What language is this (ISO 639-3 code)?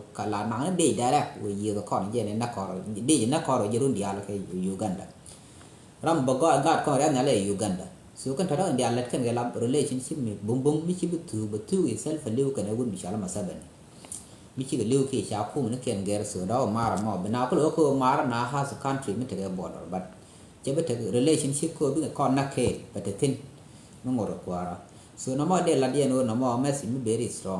nus